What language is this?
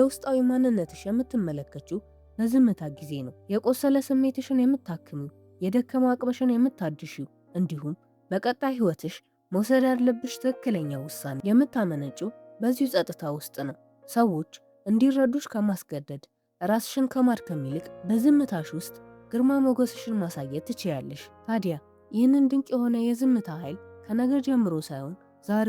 Amharic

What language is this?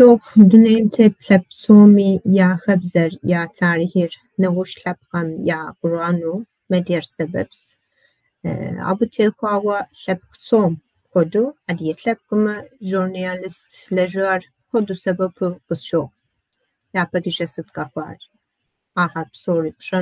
Kabardian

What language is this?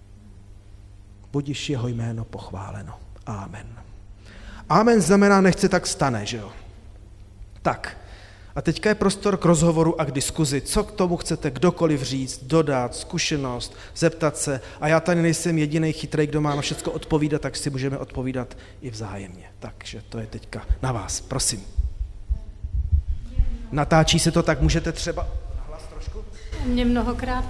Czech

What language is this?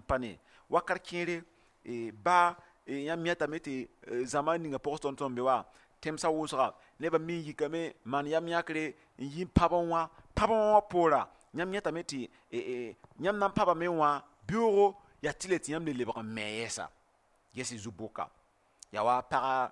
Mossi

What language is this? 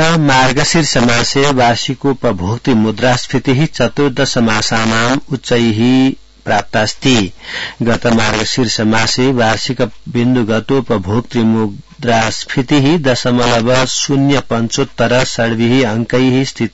Sanskrit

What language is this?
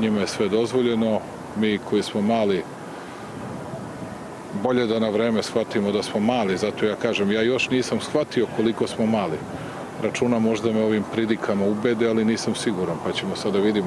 Serbian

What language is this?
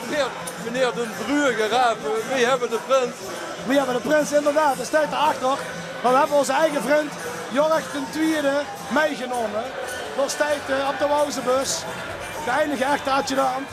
Limburgish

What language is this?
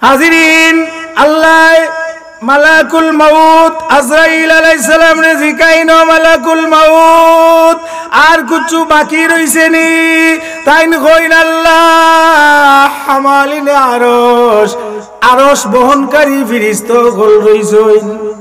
Sylheti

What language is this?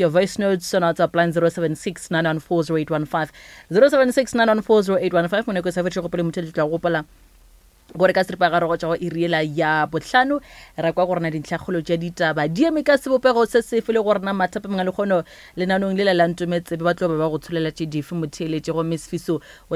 Northern Sotho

